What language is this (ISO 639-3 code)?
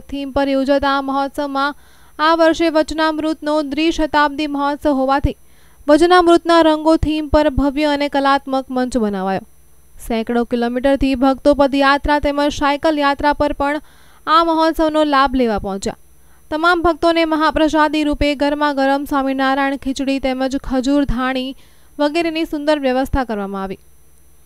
guj